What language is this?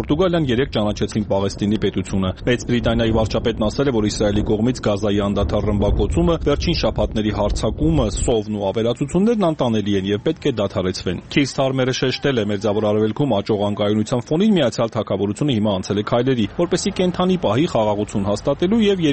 Armenian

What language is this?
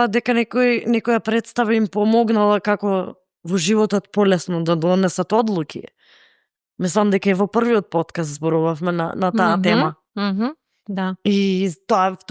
Macedonian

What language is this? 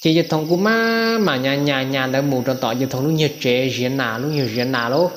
Hmong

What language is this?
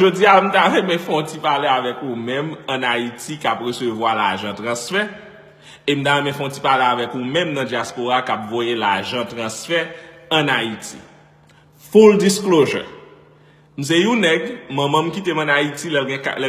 Haitian Creole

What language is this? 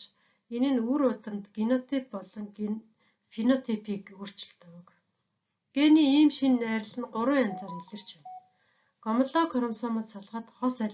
Mongolian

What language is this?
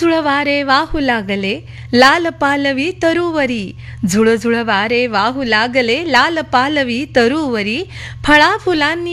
Marathi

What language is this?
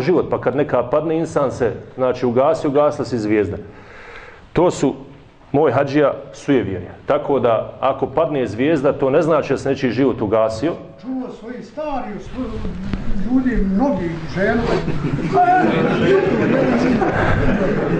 Bosnian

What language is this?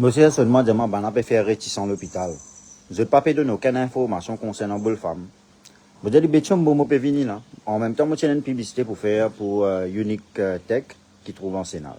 Morisyen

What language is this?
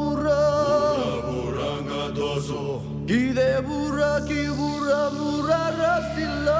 Fijian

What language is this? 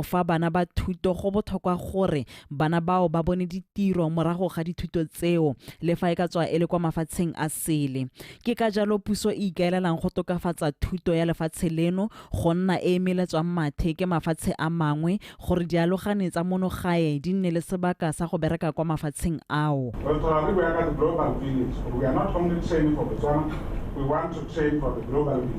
Tswana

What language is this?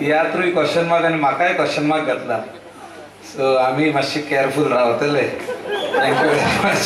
Konkani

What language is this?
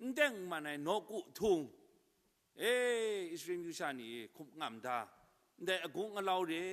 Kachin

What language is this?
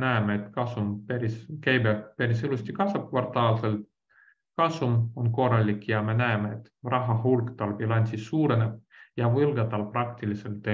Estonian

